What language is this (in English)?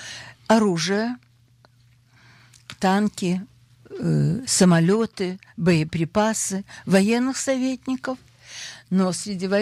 Russian